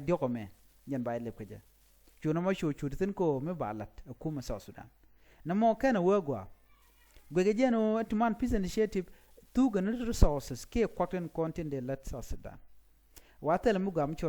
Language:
Nuer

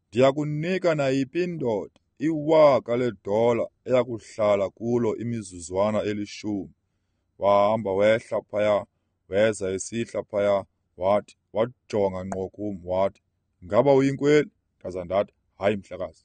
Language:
Xhosa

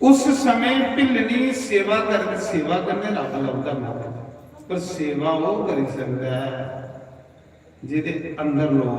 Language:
Dogri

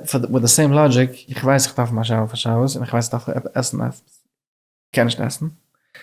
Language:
Yiddish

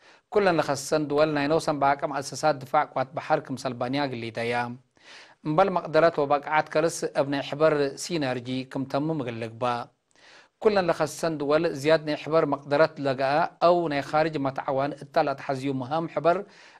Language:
Tigre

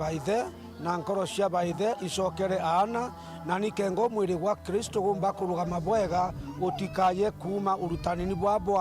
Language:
Meru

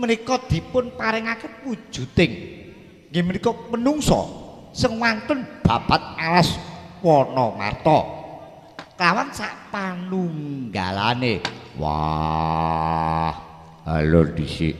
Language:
Javanese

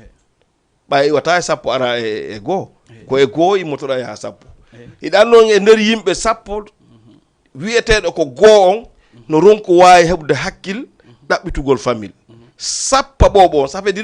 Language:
Fula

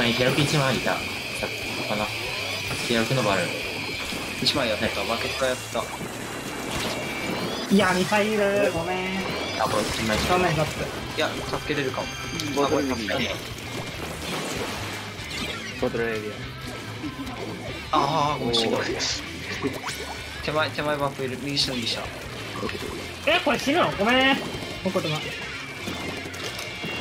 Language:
Japanese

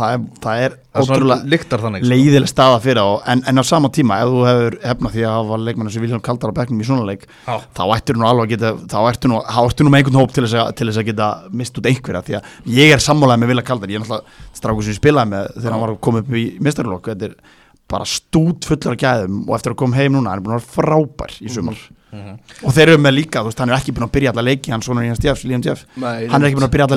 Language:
Icelandic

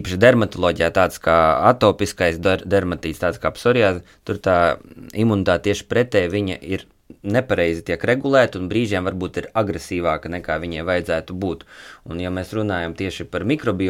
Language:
Latvian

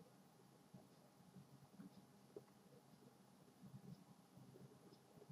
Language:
Ukrainian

